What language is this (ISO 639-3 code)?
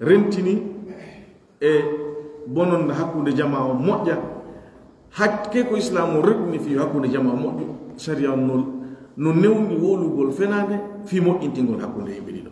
fuf